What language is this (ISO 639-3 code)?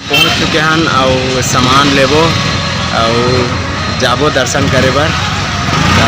hne